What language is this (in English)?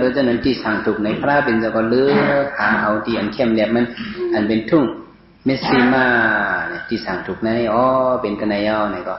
Shan